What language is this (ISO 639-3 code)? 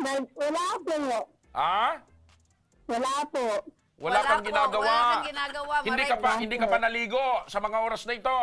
bik